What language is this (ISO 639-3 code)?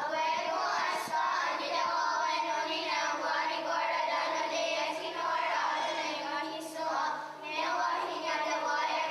moh